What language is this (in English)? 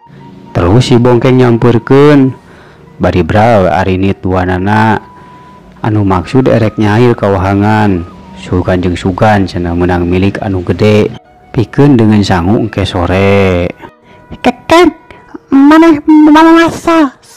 Sundanese